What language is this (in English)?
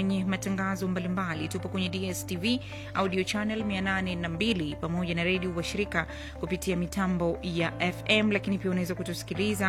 Swahili